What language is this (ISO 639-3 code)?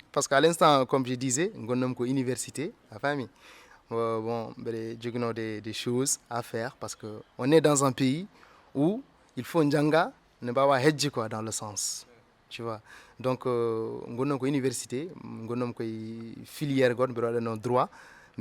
ful